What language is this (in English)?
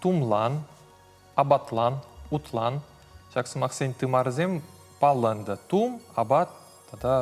Chuvash